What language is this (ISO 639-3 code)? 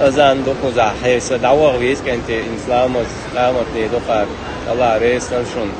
che